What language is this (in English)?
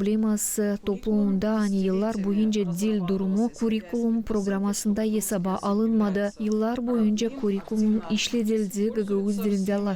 Gagauz